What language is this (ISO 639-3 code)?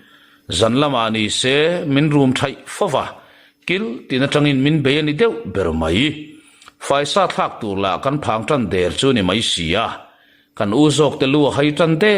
lus